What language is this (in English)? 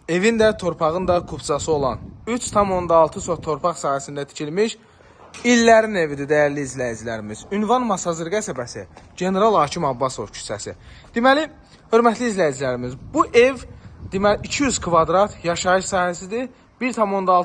Azerbaijani